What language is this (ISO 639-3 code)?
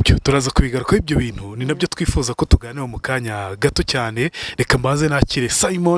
kin